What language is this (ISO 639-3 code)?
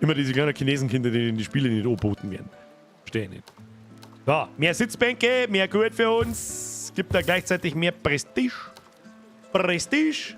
bar